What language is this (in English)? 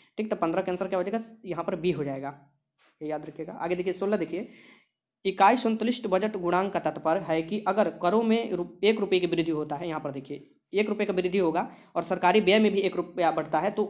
Hindi